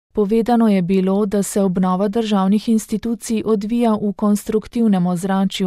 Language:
Slovenian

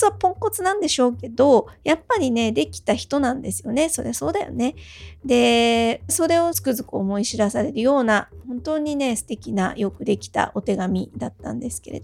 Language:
Japanese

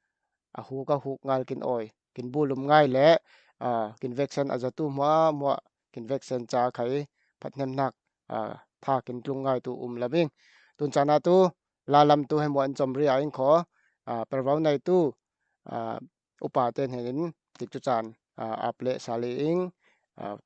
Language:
Falam Chin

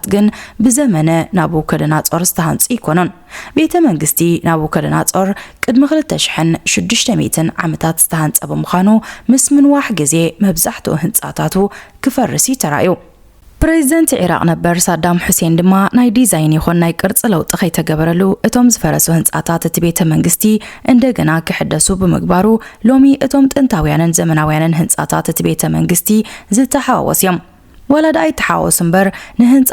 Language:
Tigrinya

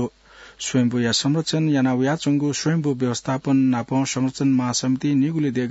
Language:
Newari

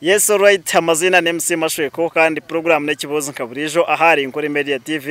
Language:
Nyankole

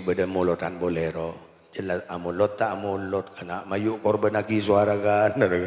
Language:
Madurese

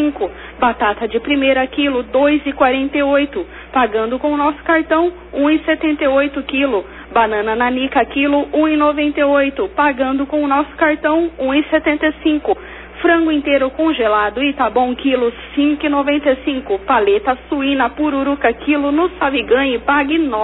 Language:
Portuguese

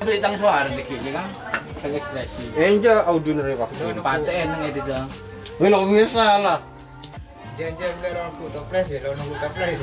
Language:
Madurese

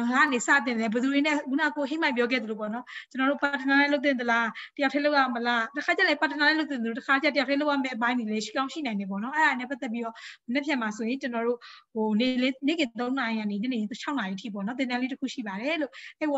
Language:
Burmese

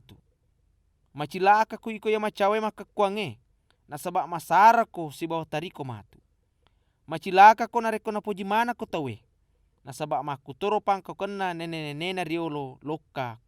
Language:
Buginese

